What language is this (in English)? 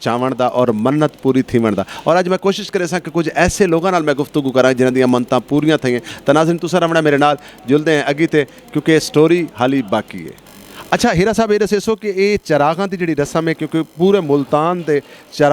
Saraiki